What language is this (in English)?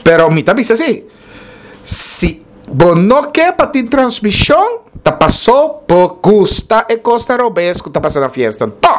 Papiamento